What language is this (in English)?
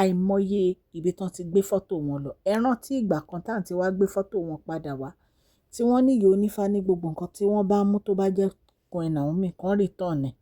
Yoruba